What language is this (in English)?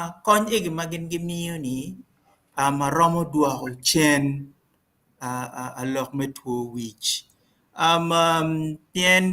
Acoli